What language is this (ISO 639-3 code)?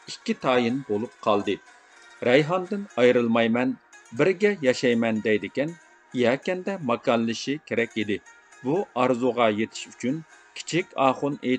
uig